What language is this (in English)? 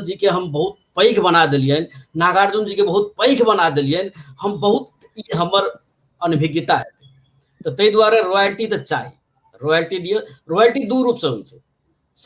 Maithili